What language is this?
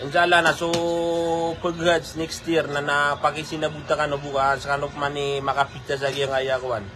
Maranao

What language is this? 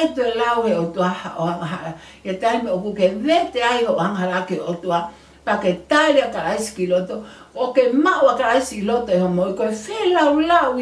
Tongan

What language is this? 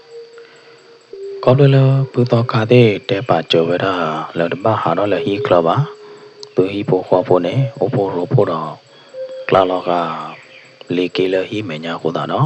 S'gaw Karen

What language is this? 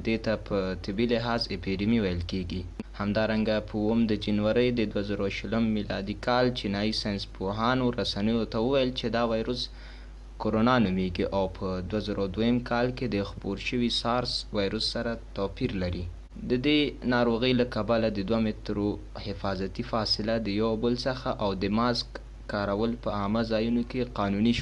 Pashto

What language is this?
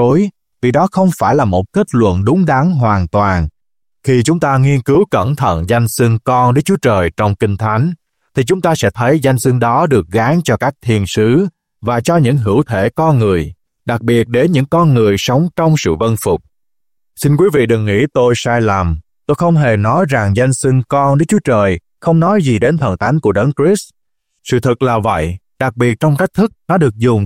Vietnamese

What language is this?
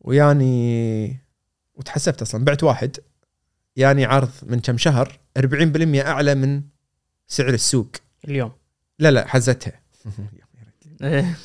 Gulf Arabic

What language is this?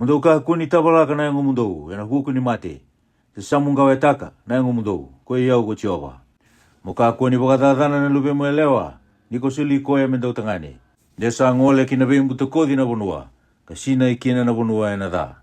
Fijian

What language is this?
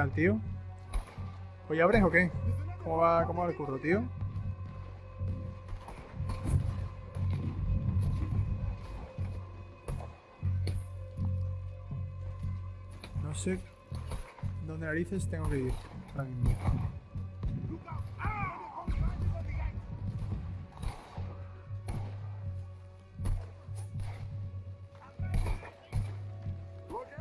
Spanish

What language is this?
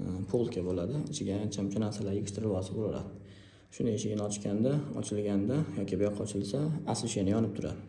Uzbek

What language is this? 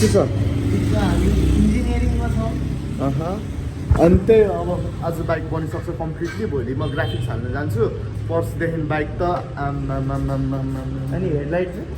Nepali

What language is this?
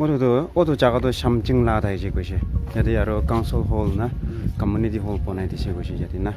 Naga Pidgin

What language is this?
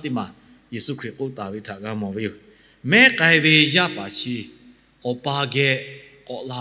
Lahu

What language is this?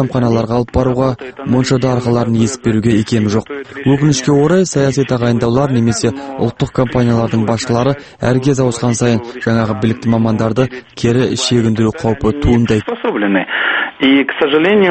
Kazakh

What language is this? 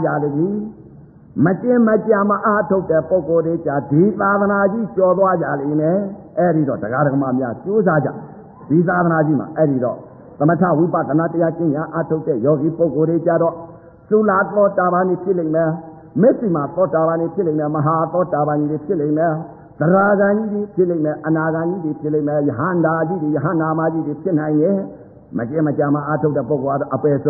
Burmese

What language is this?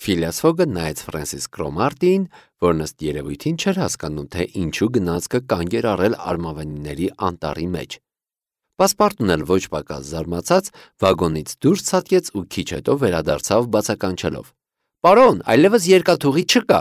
Armenian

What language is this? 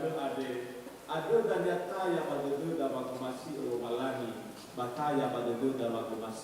Nias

